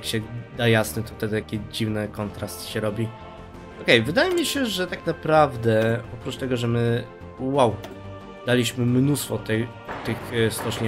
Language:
Polish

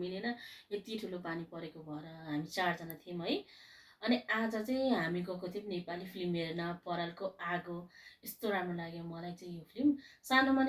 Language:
Nepali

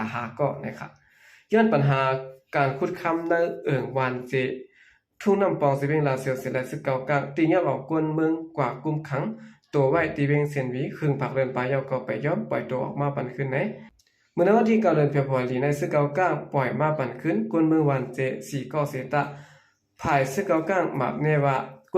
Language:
Shan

